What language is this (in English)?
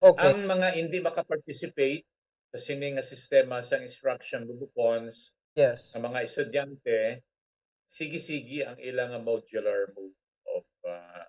Hiligaynon